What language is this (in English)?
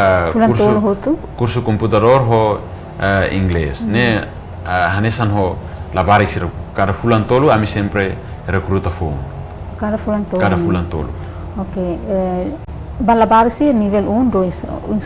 Tetum